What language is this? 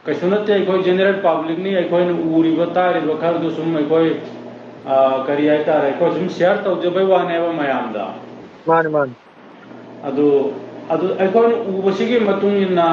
Manipuri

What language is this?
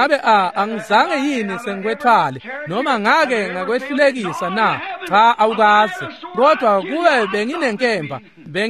Swati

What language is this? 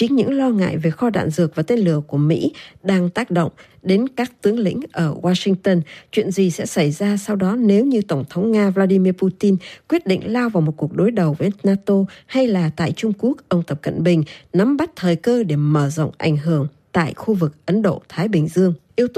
Vietnamese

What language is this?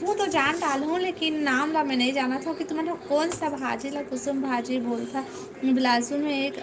Chhattisgarhi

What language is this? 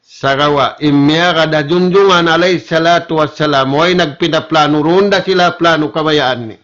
Tausug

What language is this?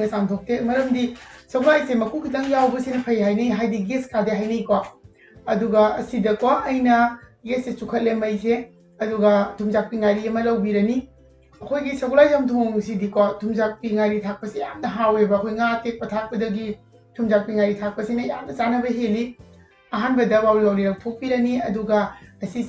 Manipuri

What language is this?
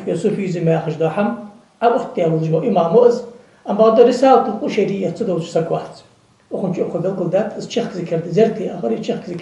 Ingush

